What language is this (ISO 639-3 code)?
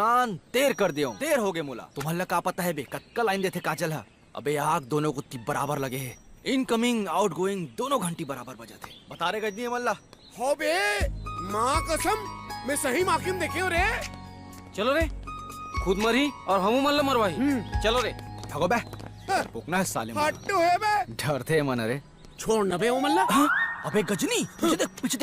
hne